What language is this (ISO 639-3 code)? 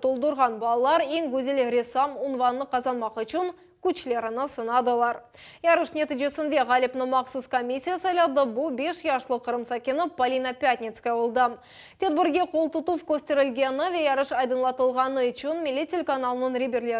crh